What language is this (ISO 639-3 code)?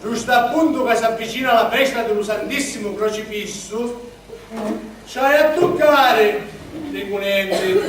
scn